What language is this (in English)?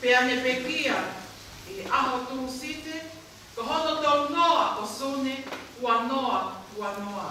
Tongan